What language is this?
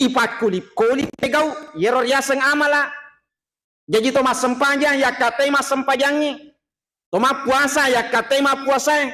Buginese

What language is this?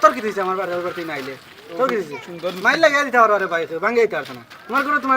Sylheti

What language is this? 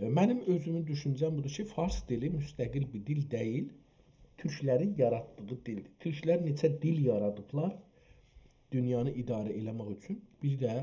South Azerbaijani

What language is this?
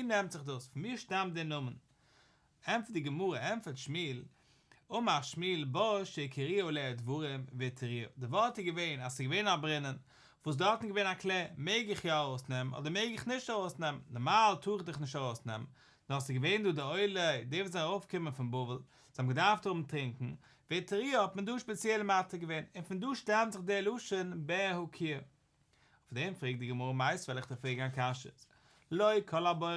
Yiddish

